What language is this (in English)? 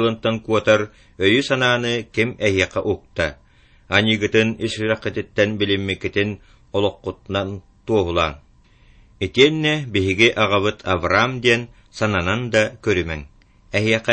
Yakut